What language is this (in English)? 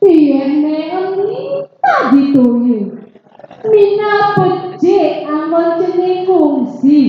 Balinese